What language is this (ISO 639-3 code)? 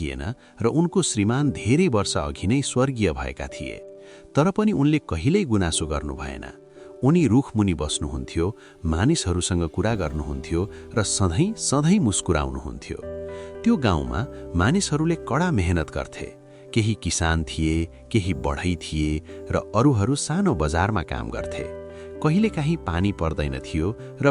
nep